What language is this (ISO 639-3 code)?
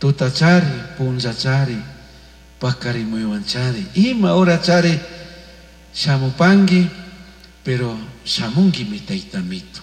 qug